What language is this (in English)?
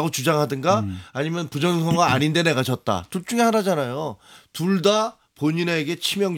Korean